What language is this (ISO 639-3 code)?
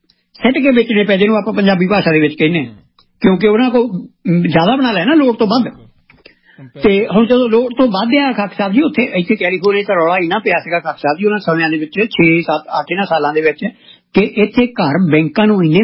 pan